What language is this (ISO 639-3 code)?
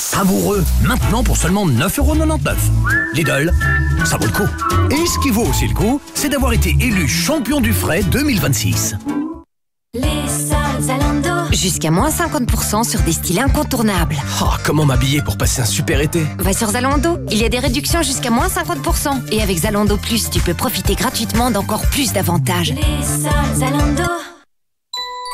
fra